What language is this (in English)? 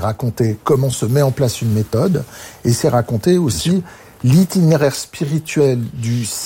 French